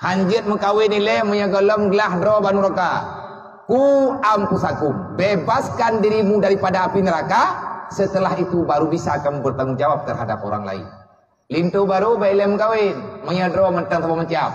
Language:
Achinese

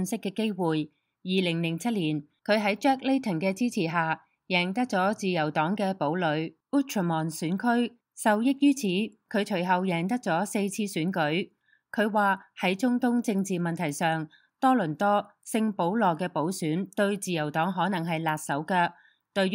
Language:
Cantonese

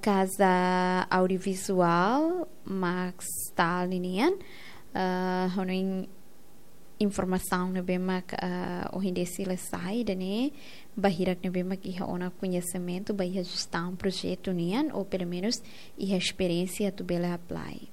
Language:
Tetum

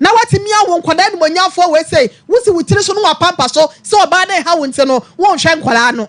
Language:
Akan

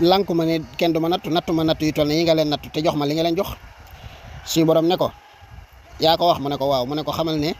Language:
Wolof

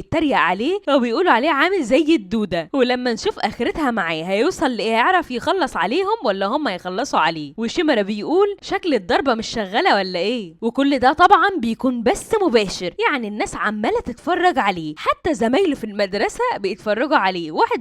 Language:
Egyptian Arabic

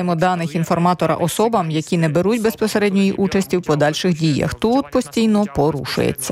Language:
Ukrainian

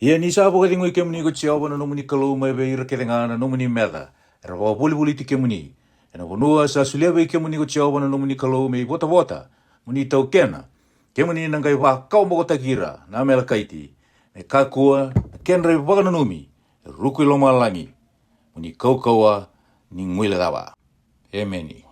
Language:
Fijian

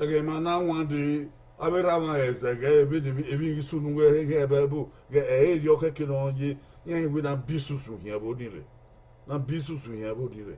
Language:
Bini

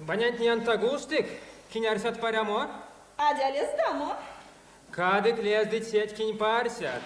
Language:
Erzya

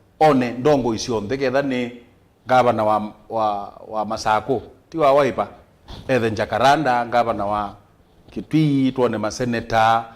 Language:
Kamba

